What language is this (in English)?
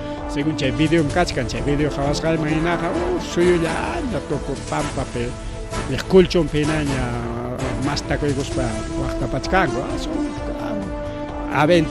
Ayacucho Quechua